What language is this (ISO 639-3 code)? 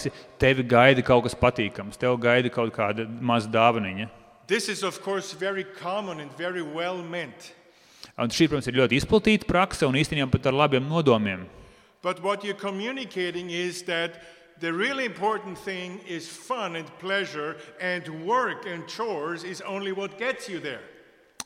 lav